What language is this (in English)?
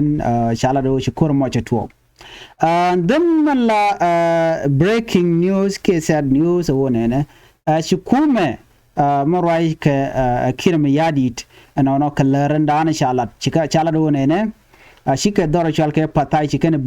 Nuer